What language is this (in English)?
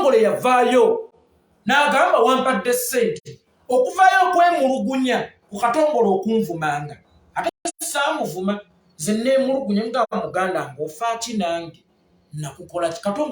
Ganda